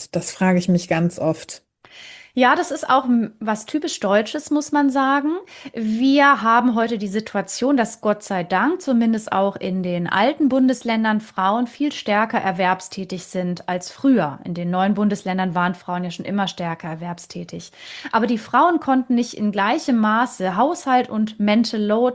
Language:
German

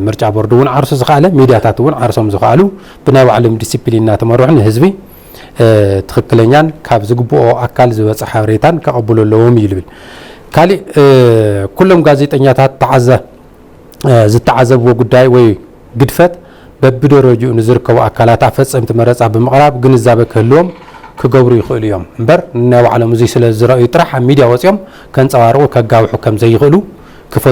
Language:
Tigrinya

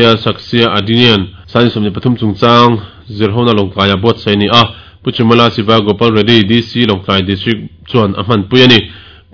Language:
Mizo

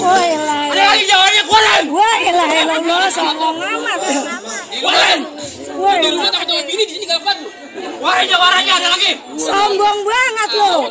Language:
Betawi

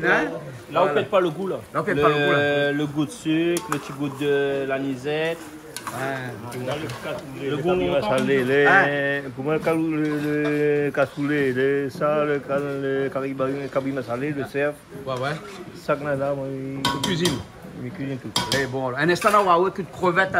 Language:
Réunion Creole French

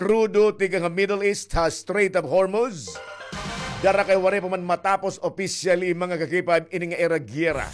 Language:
Waray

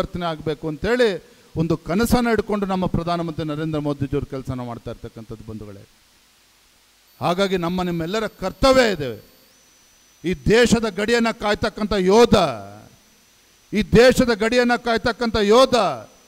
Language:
Kannada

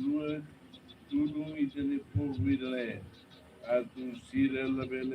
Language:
Tetum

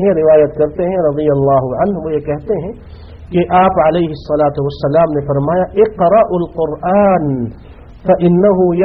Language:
Urdu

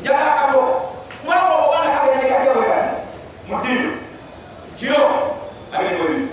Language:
Ganda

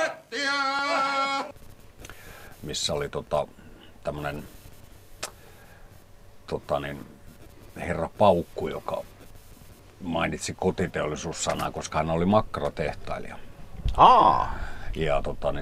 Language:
Finnish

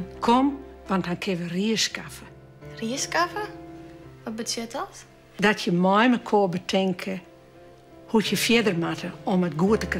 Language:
Western Frisian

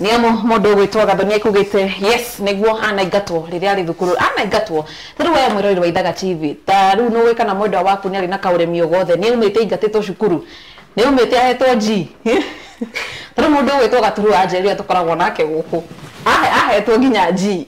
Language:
Kikuyu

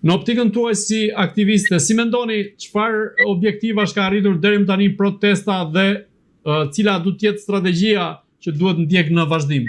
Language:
Albanian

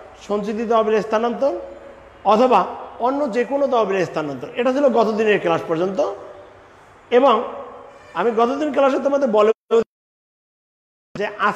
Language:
Bangla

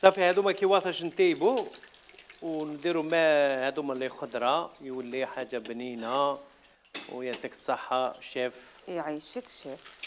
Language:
Algerian Arabic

